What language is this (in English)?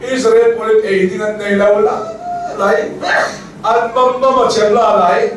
Hakha Chin